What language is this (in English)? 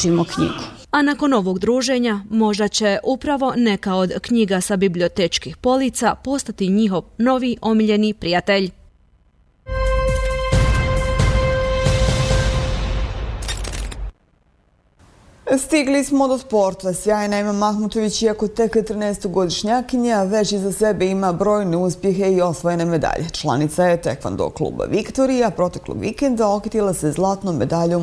Bosnian